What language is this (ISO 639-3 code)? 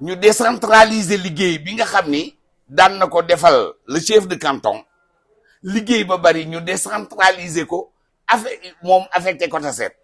wol